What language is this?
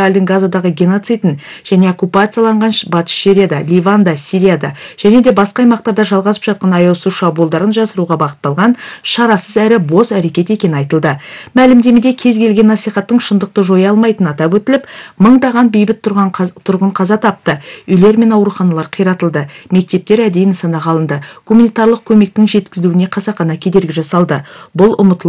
Kazakh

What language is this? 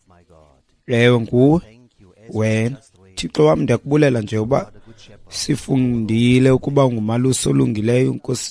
Xhosa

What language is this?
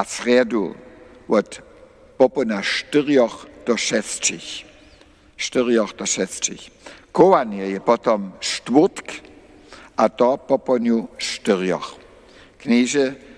Upper Sorbian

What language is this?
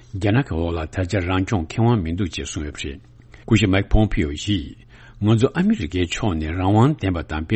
Tibetan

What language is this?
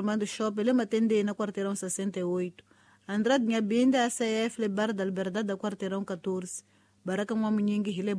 Tsonga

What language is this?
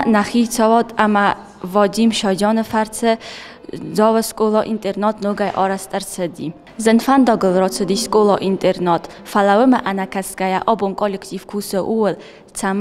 Ossetic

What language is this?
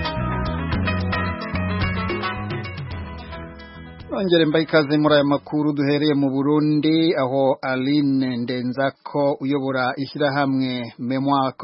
Kinyarwanda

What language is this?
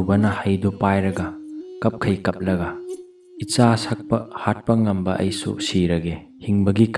Manipuri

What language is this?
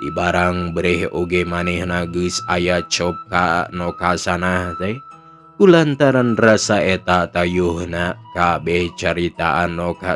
Sundanese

